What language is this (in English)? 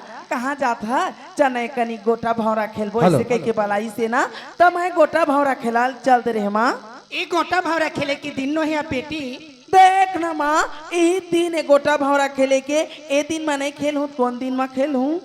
Chhattisgarhi